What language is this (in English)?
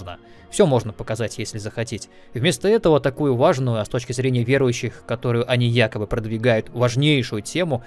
Russian